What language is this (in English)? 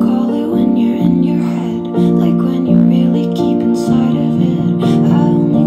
English